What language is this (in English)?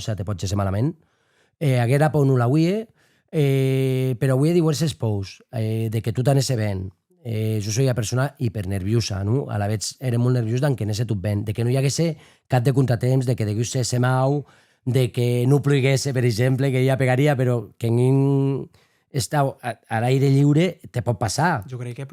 Occitan